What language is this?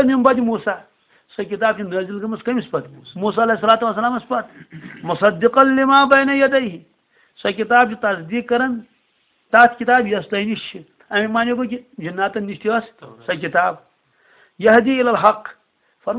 Kashmiri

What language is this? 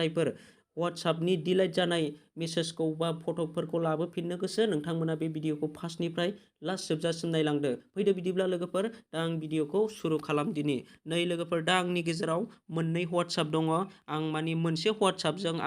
Bodo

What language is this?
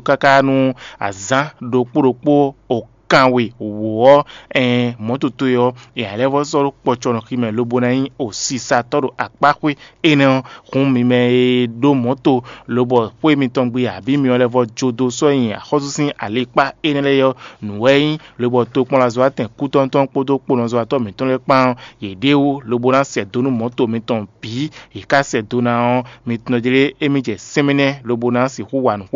Fon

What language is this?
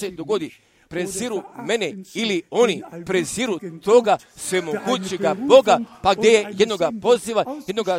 Croatian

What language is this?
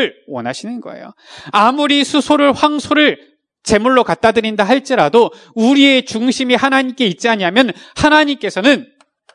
Korean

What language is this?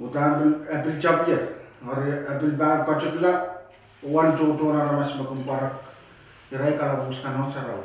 Pohnpeian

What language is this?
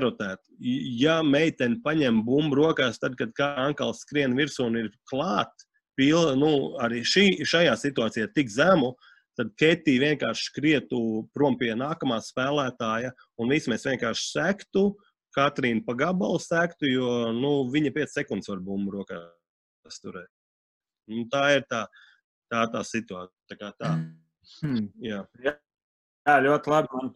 Latvian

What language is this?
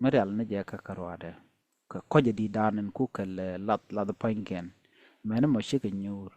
Nuer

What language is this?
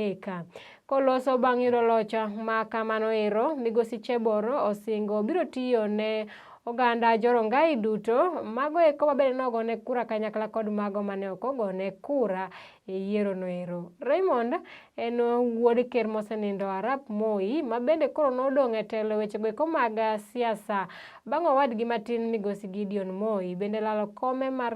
Luo (Kenya and Tanzania)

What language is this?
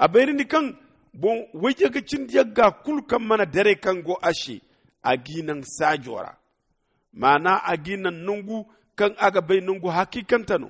Zarma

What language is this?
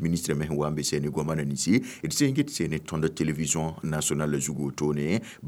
Mossi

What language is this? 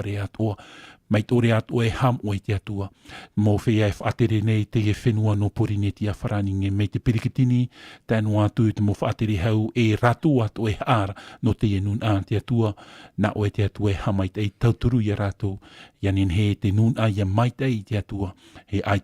Tahitian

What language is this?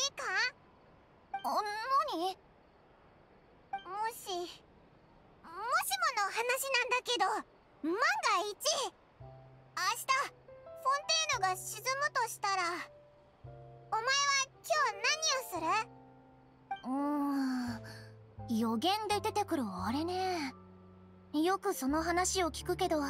Japanese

